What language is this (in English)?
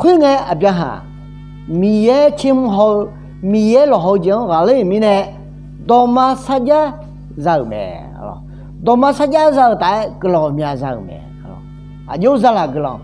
Akha